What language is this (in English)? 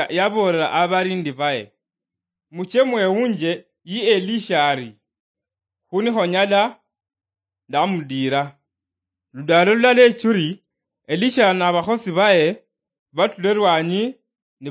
Luyia